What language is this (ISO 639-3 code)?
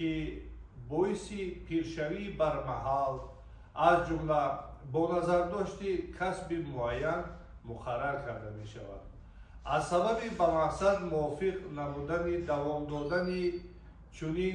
tgk